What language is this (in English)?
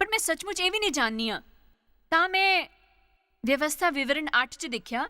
Dogri